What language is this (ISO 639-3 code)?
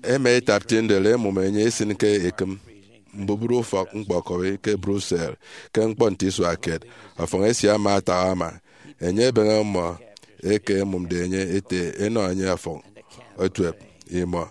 efi